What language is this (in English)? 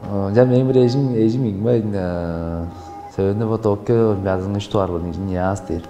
Tuvinian